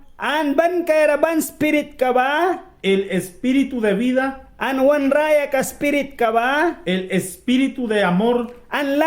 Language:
Mískito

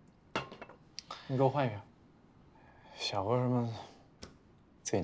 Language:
Chinese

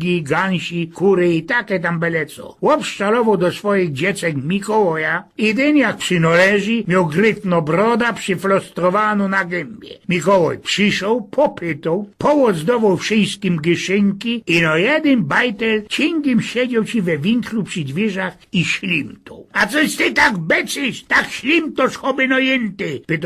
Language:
Silesian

